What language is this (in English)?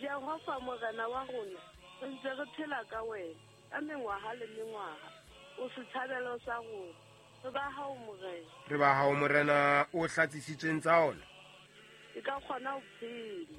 Southern Sotho